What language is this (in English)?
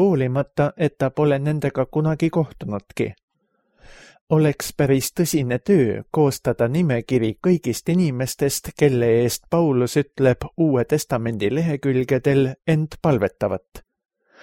Estonian